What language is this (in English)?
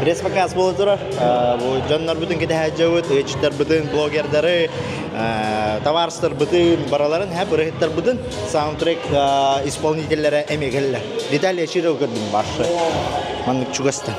Yakut